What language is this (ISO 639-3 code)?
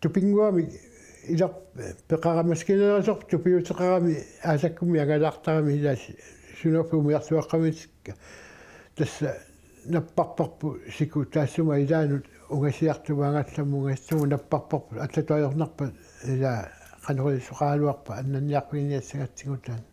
kal